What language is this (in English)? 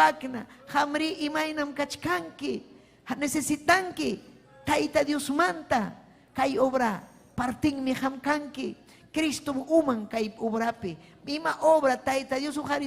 Ayacucho Quechua